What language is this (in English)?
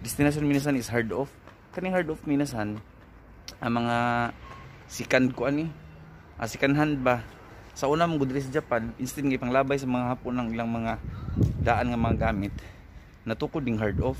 Cebuano